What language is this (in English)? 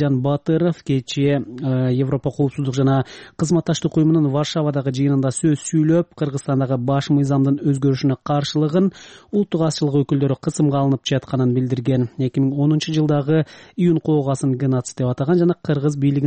Kyrgyz